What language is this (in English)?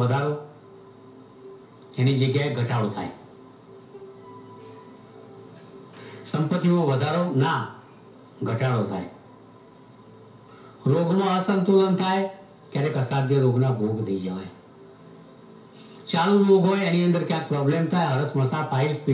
Gujarati